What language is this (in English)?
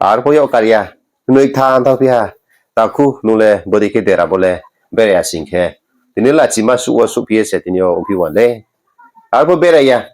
Riang (India)